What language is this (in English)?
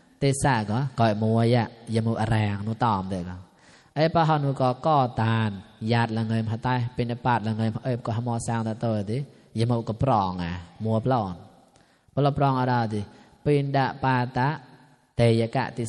Mon